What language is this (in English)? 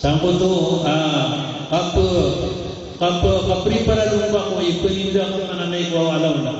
Maranao